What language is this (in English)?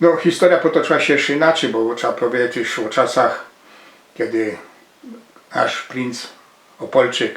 Silesian